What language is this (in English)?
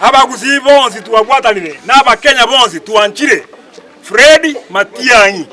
Gusii